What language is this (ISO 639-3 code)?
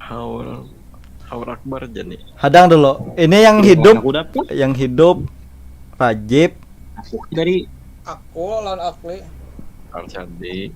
bjn